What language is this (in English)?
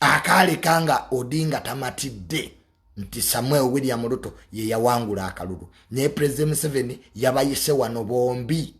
Ganda